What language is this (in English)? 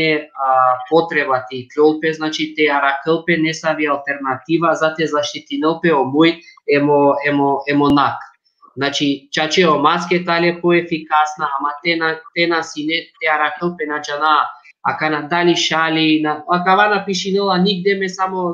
Balkan Romani